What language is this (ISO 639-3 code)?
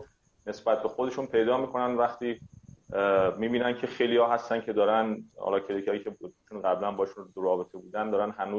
fas